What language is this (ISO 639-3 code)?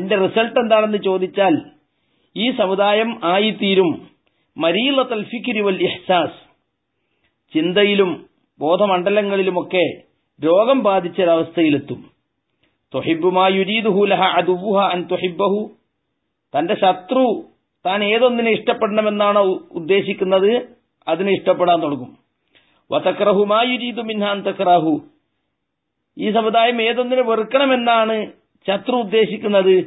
mal